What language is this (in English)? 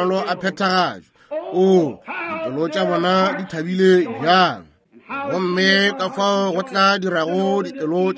Northern Sotho